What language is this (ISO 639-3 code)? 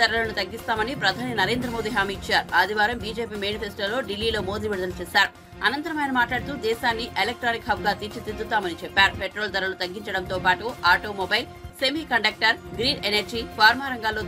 tel